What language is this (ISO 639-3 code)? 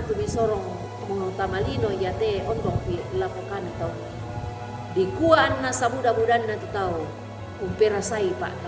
sda